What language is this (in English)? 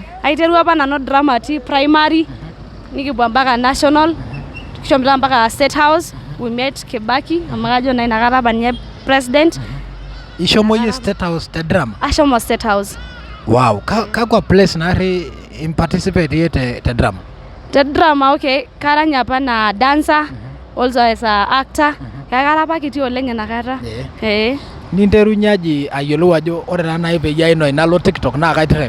Masai